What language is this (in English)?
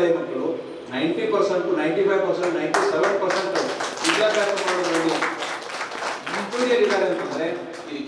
Kannada